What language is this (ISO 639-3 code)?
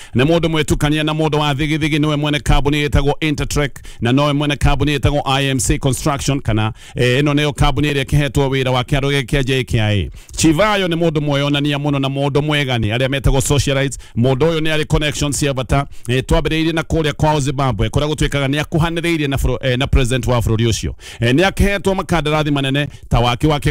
kik